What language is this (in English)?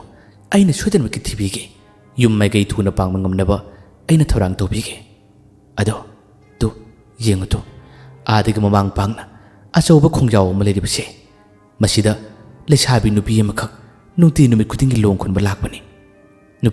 Manipuri